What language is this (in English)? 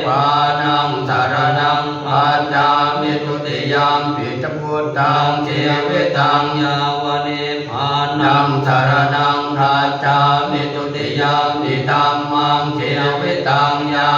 Pali